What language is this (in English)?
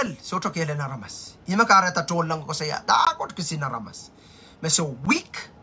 Pohnpeian